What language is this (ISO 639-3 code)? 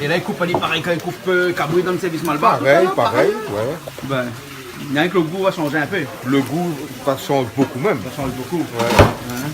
rcf